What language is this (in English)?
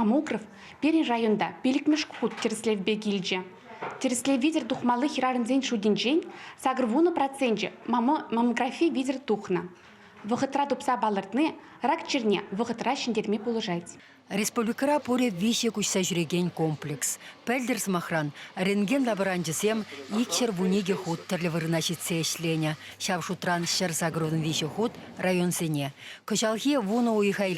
Chuvash